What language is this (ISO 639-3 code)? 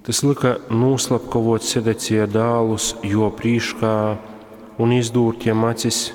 ltg